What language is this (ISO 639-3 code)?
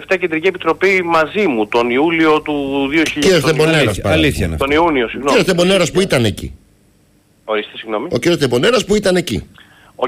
ell